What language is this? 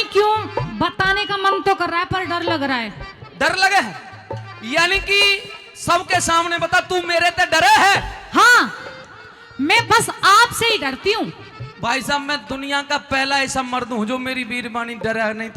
Haryanvi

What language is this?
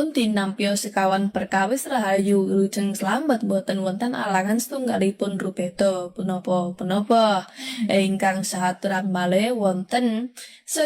Javanese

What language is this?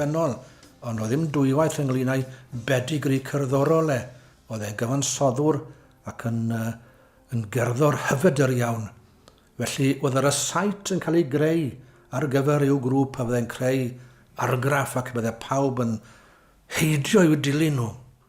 Welsh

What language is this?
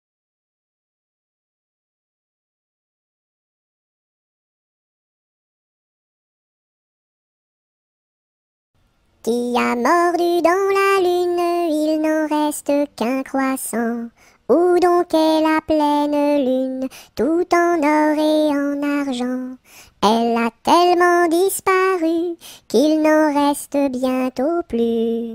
French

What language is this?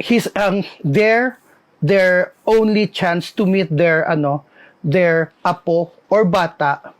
Hiligaynon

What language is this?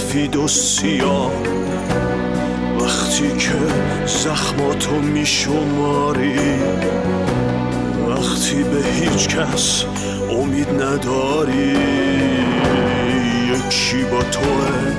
Persian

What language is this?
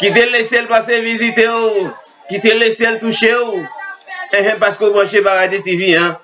Haitian Creole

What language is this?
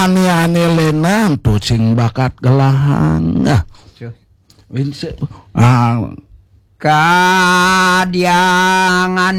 Balinese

